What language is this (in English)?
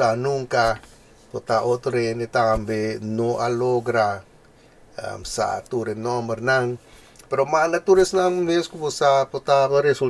Papiamento